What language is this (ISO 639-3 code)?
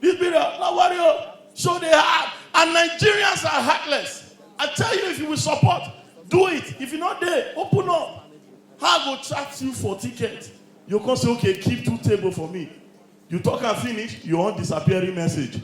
pcm